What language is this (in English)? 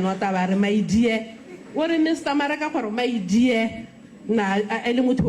Tswana